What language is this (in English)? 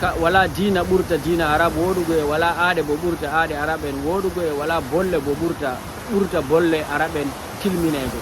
Fula